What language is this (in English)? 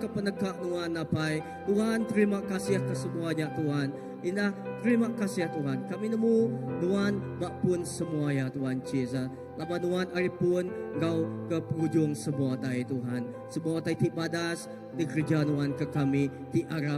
Iban